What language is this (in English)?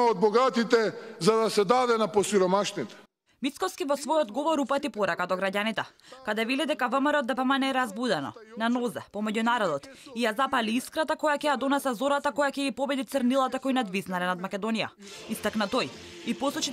Macedonian